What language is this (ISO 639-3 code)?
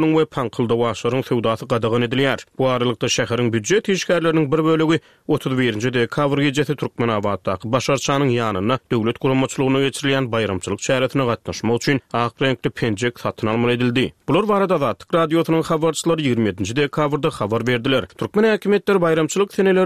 tuk